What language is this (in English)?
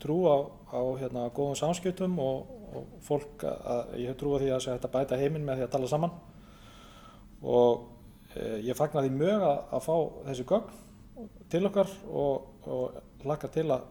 Icelandic